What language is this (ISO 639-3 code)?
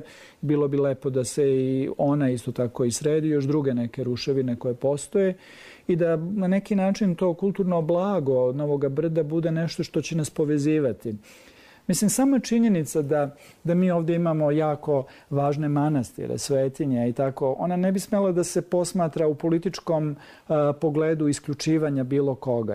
srp